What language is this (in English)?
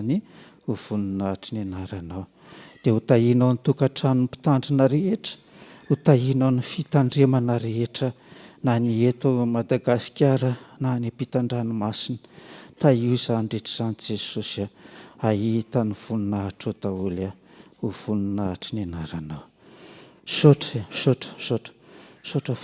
Malagasy